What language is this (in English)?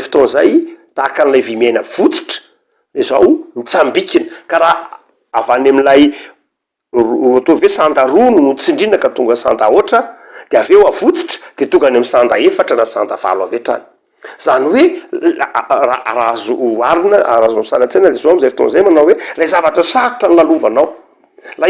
Malagasy